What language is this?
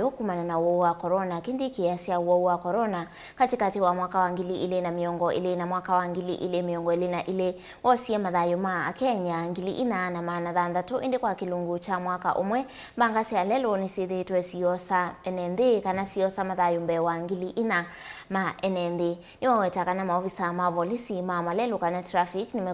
Kamba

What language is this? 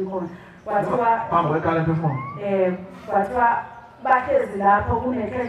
Zulu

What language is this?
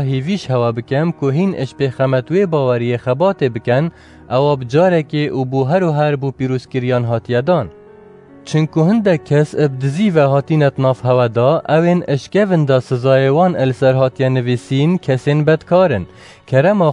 Kurdish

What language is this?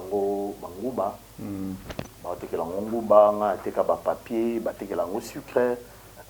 Lingala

